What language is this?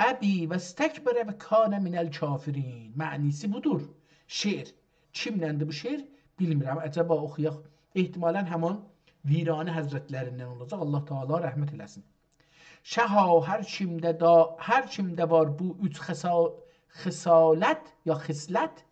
South Azerbaijani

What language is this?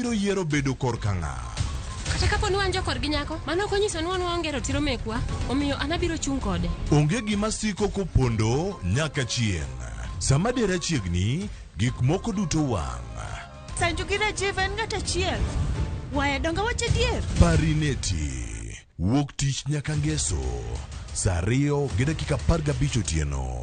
Luo (Kenya and Tanzania)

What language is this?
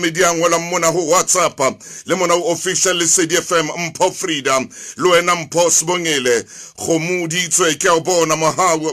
Southern Sotho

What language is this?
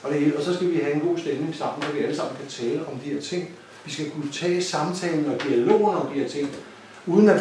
Danish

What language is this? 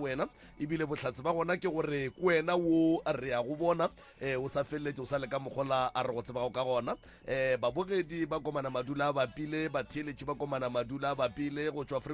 Northern Sotho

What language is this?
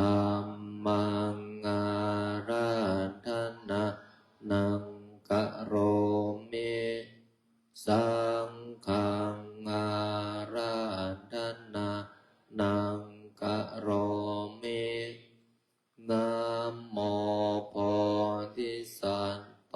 Pali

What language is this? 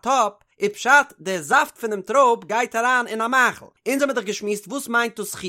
Yiddish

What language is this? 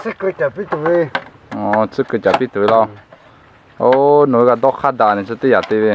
Lahu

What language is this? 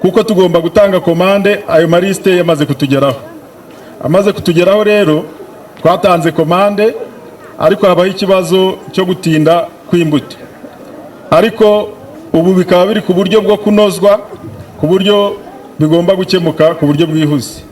Kinyarwanda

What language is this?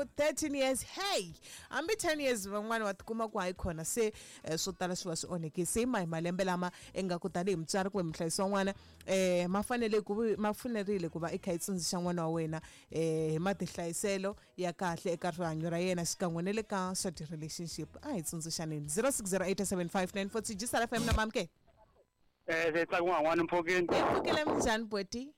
Tsonga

